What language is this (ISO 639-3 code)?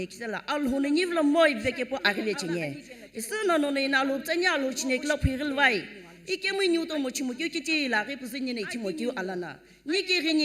nsm